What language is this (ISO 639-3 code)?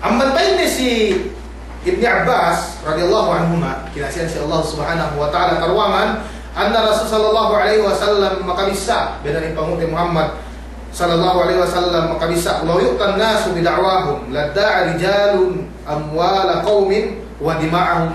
yka